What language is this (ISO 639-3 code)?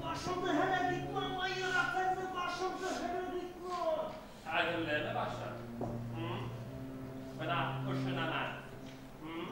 bak